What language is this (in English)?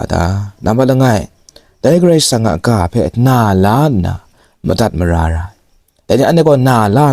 Kachin